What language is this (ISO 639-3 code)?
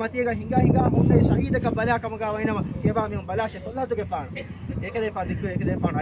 div